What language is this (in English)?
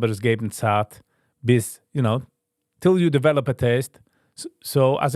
Yiddish